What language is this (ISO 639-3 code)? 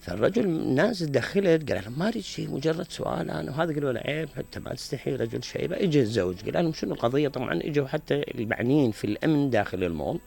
acm